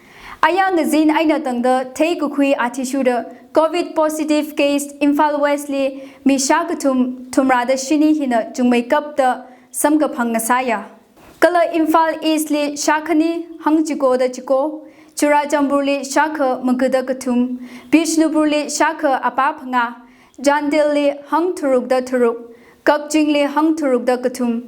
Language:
Tangkhul Naga (India)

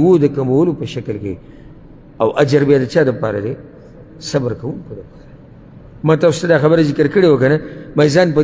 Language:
Pashto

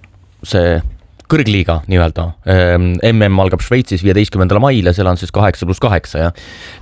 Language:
Estonian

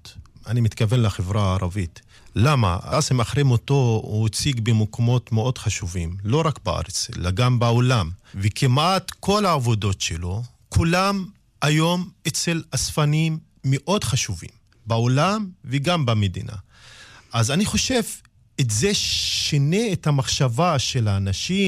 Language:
Hebrew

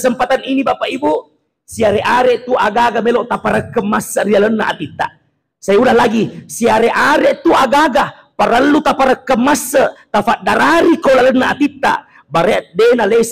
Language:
Buginese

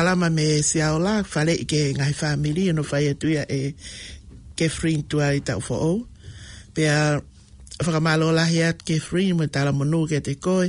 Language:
Tongan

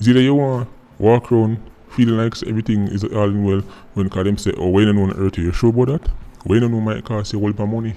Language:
Jamaican Creole English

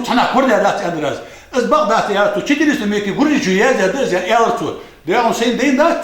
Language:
Ingush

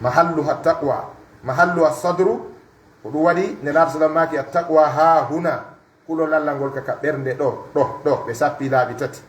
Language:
Pular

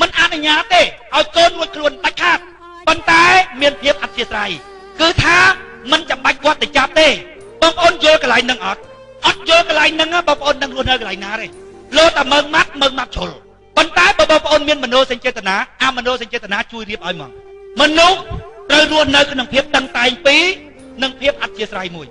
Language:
Khmer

